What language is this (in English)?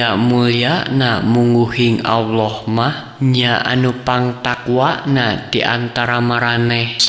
Sundanese